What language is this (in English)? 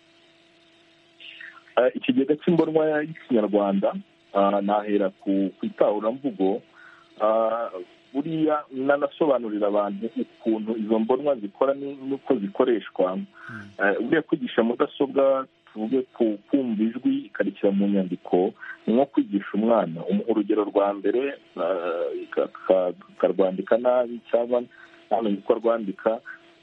Kinyarwanda